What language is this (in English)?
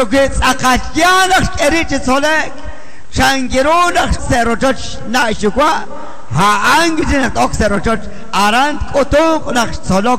Kekchí